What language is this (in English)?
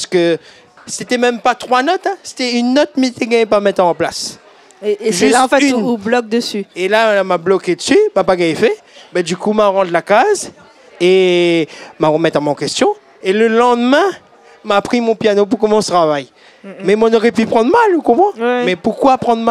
Réunion Creole French